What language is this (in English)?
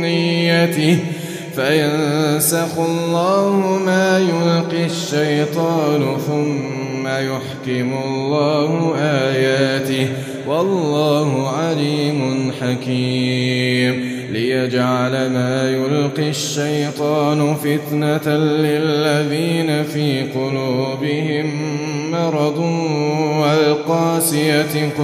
Arabic